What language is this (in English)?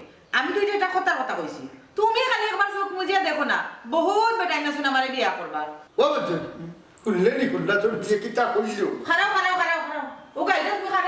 Sylheti